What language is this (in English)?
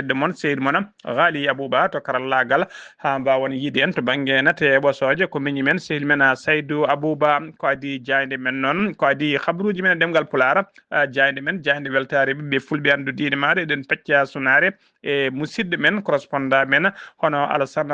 Fula